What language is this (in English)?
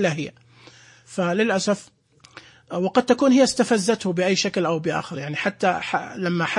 Najdi Arabic